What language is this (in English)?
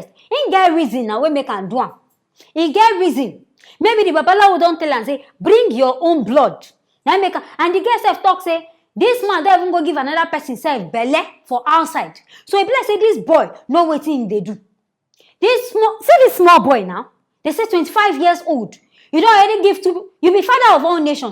Nigerian Pidgin